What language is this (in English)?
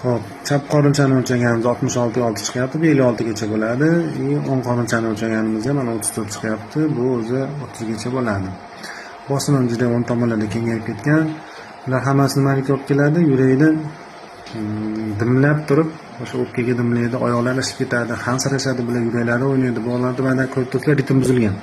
Uzbek